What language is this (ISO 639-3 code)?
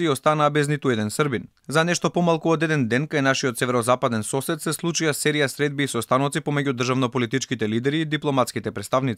mkd